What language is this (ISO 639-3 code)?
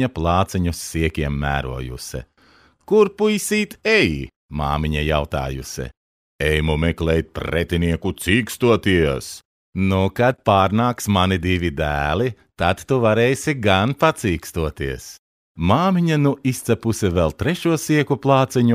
lav